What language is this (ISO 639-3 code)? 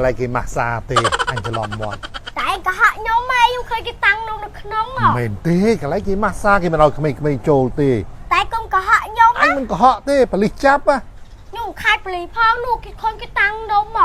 khm